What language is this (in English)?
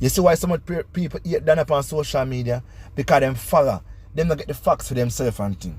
Jamaican Creole English